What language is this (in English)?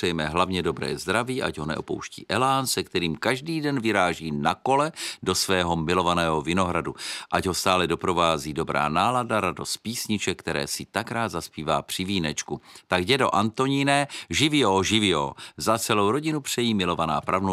Czech